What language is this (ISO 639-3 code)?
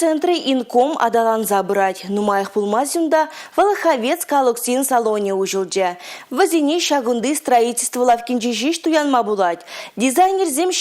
chv